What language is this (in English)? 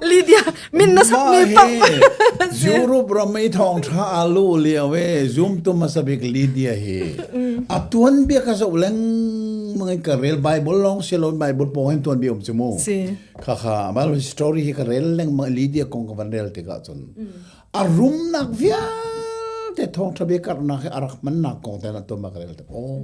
Hakha Chin